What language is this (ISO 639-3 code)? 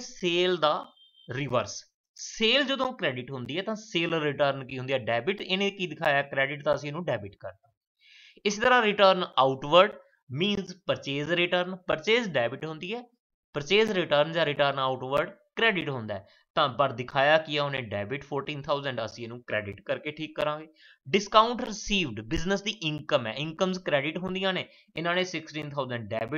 pan